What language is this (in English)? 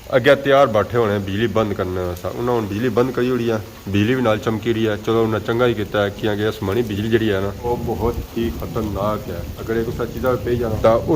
Pahari-Potwari